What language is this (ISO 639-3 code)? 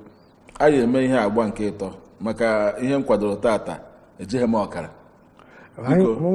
ibo